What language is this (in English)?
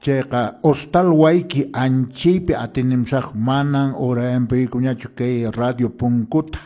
Quechua